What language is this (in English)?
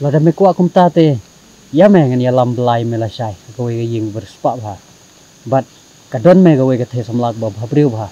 Khasi